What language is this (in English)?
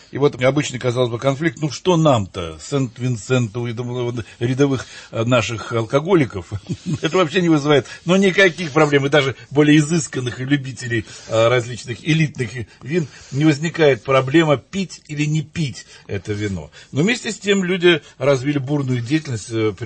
Russian